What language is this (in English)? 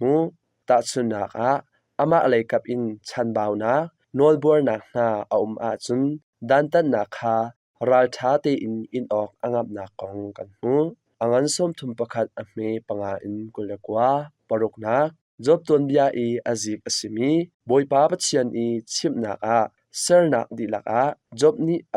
Hakha Chin